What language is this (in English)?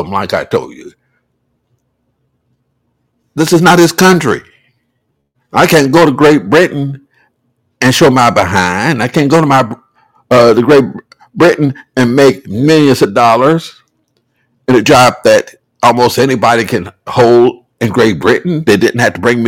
English